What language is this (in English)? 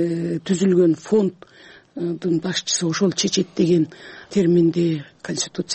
Kyrgyz